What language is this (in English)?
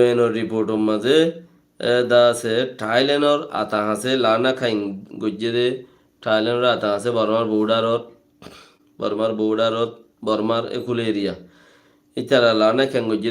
Rohingya